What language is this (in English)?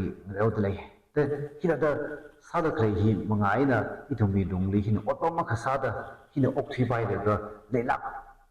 Tangkhul Naga (India)